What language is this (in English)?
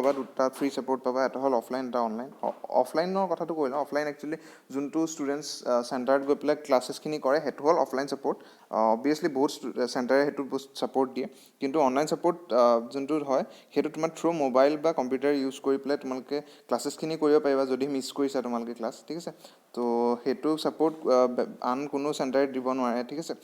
Assamese